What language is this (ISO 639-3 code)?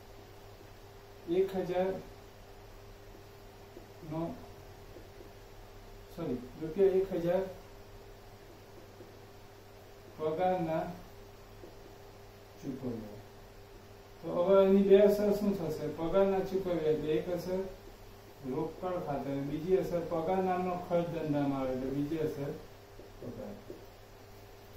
guj